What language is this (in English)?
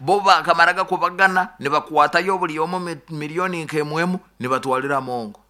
Nyoro